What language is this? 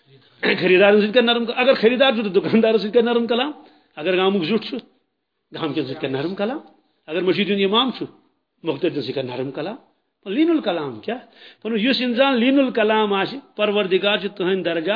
Kashmiri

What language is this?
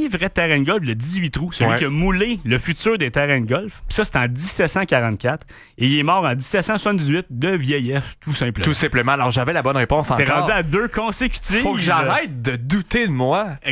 French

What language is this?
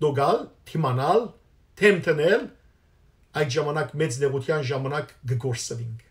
Western Armenian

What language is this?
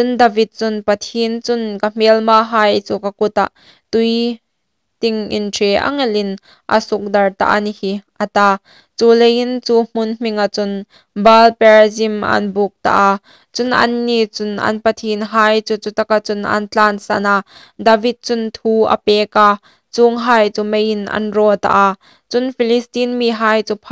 Hmar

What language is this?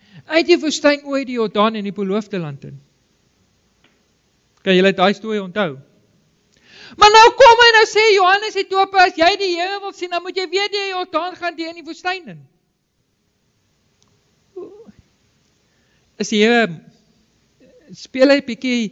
Afrikaans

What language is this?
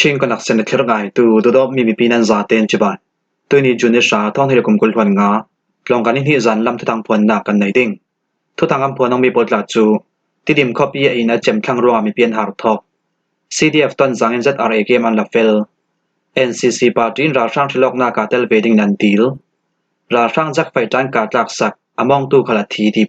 Falam Chin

